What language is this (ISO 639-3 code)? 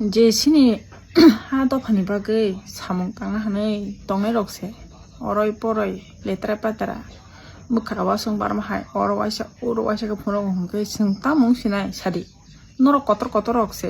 trp